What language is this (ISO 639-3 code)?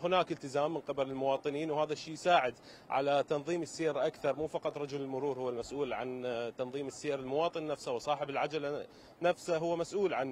acm